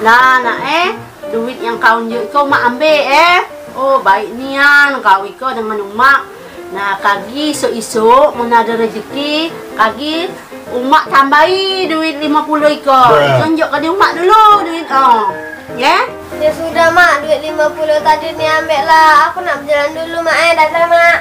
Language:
Musi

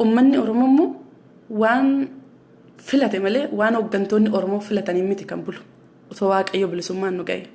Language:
Oromo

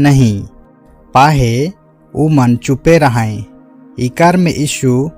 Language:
Sadri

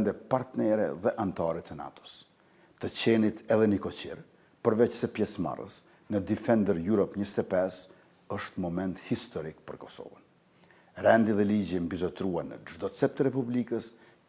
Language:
Albanian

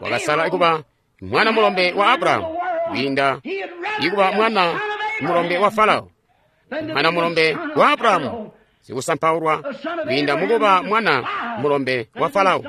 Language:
Tonga (Zambia)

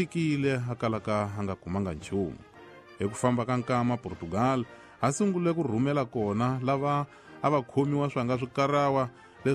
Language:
Tsonga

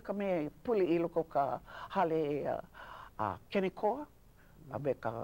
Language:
Hawaiian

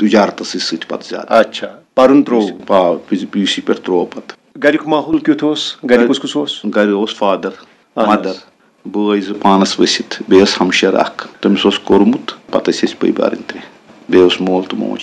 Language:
Kashmiri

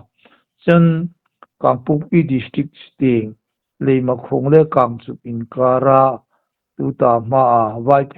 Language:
Hmar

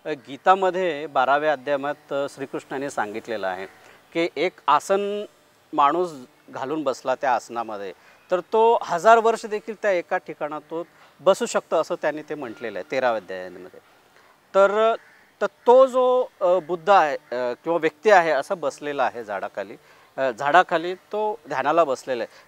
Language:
Marathi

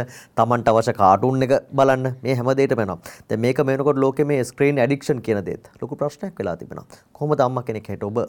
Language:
Sinhala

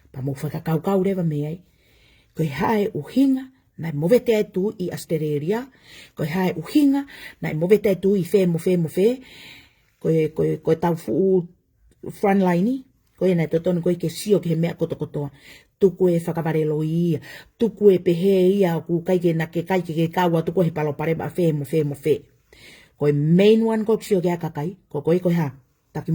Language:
Tongan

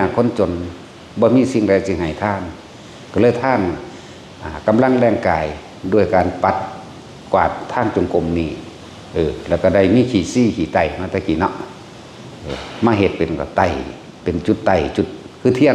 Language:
Northeastern Thai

